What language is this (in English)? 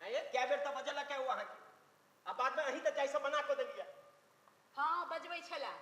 Maithili